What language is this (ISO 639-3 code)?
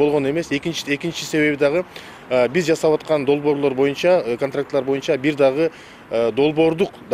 kir